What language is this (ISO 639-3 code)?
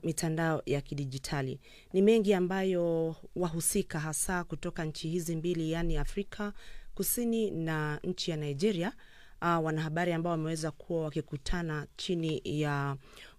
swa